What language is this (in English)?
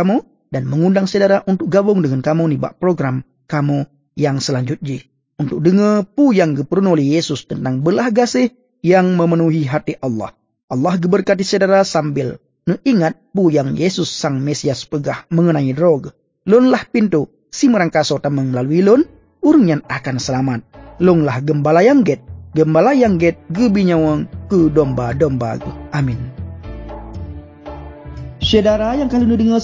Achinese